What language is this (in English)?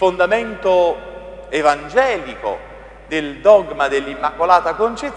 Italian